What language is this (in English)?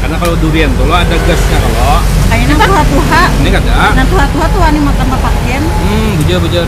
Banjar